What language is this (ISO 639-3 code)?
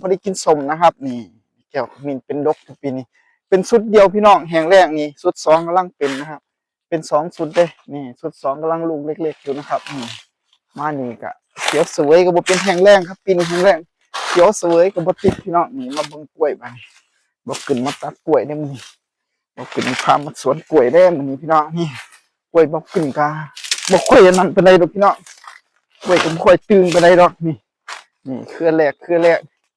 tts